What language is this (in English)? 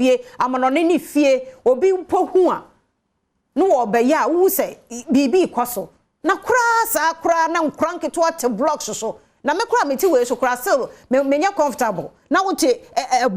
Akan